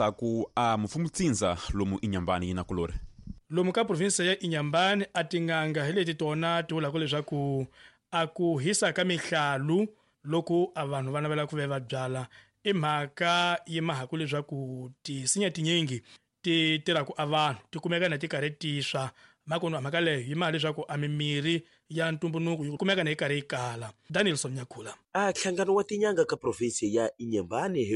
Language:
Tsonga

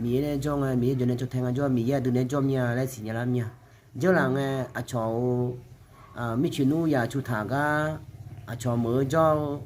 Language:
Akha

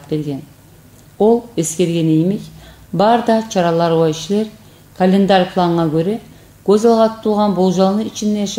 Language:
Kumyk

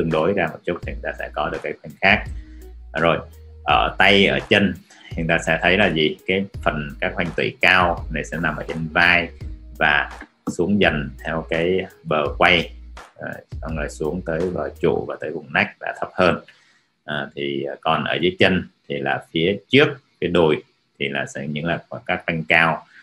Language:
Vietnamese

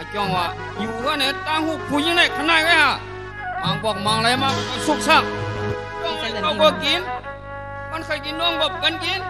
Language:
Shan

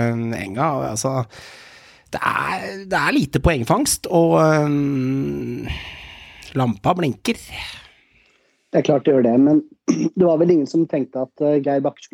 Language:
Norwegian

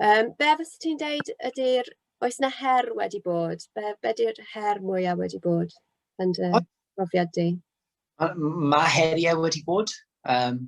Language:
Welsh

